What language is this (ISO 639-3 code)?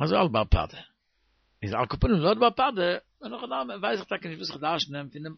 yid